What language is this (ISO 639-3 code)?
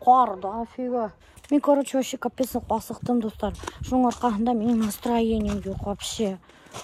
bak